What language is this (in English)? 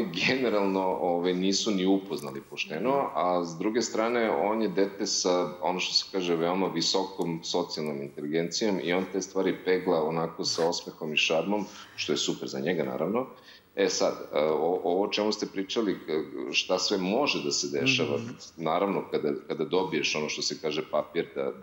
Serbian